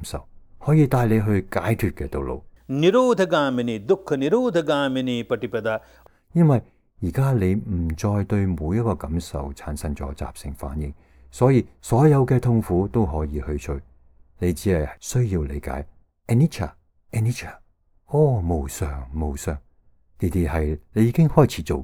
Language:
Cantonese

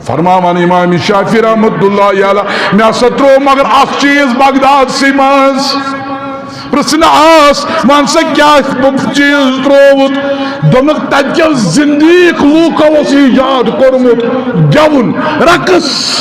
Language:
Kashmiri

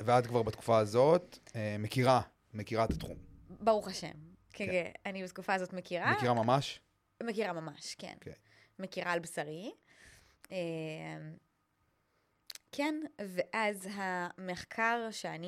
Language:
Hebrew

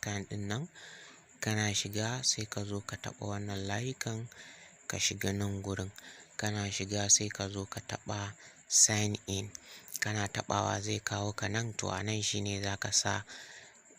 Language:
Hausa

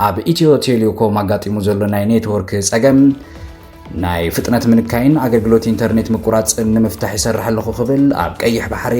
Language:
Tigrinya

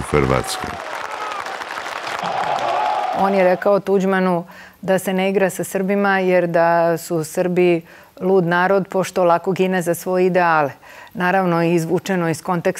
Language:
Serbian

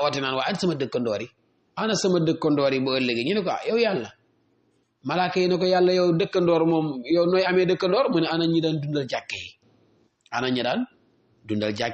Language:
Wolof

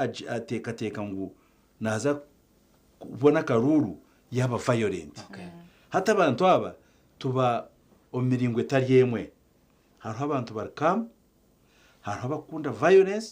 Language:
Nyankole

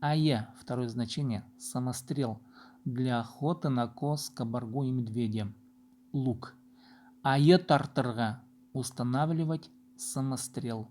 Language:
Khakas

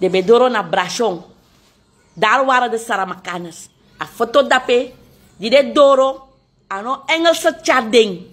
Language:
Sranan Tongo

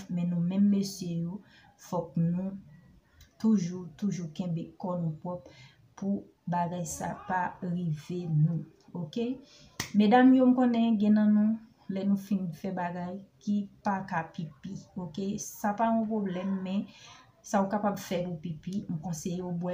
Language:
Haitian Creole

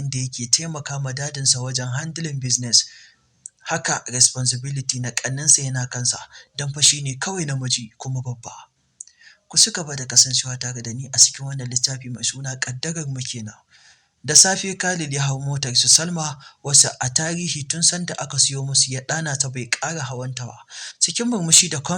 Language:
Hausa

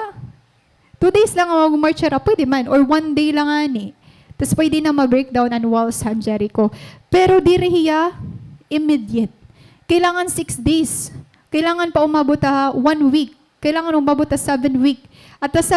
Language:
Waray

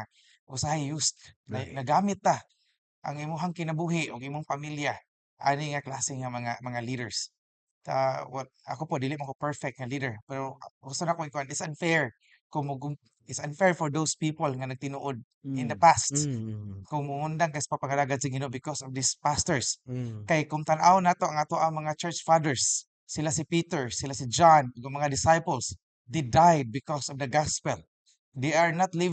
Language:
Cebuano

